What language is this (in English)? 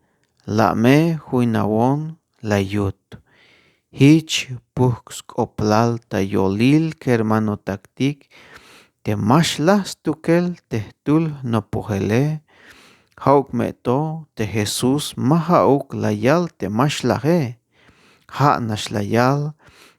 Tzeltal